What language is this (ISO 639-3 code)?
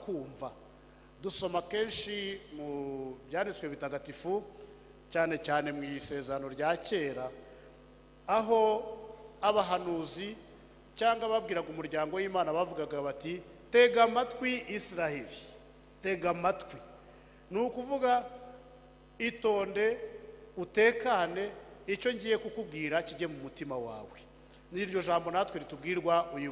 kin